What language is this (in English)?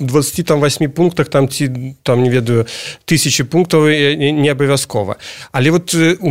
Belarusian